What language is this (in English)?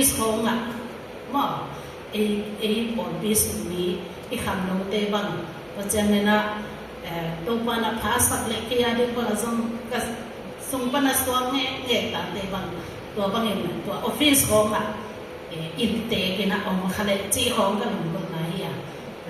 Tedim Chin